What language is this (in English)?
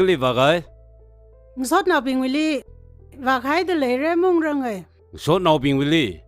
Tangkhul Naga (India)